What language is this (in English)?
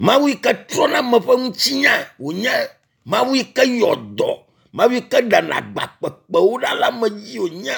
Ewe